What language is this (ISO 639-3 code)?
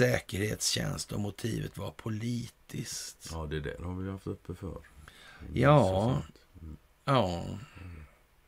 swe